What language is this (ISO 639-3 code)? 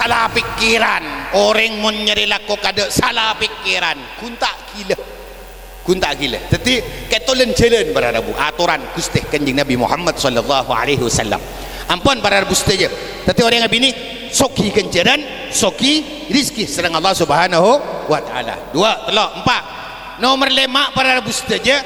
mad